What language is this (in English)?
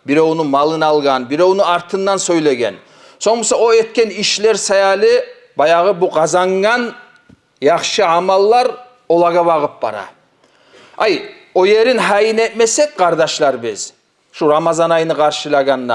Kumyk